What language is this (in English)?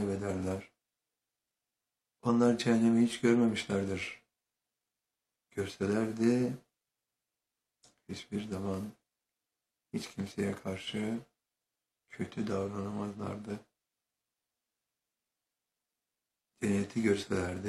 Turkish